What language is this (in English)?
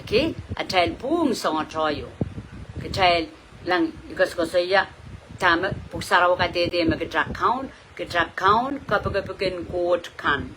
Pohnpeian